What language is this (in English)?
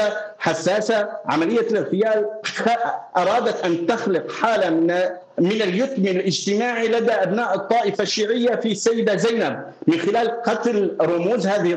Arabic